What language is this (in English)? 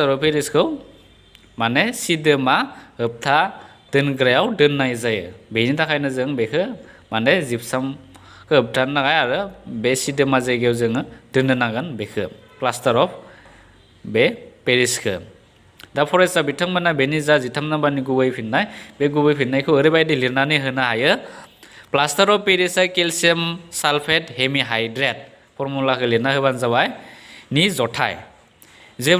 Bodo